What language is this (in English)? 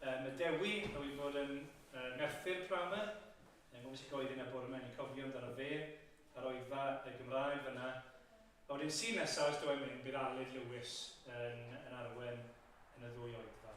Welsh